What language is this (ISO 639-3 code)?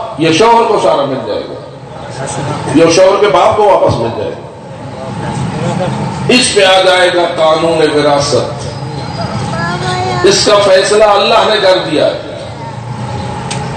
urd